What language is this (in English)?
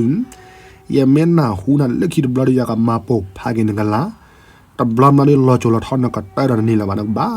S'gaw Karen